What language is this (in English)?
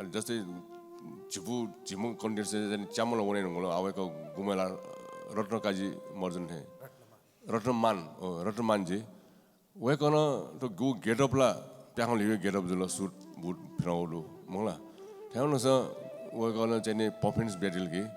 Newari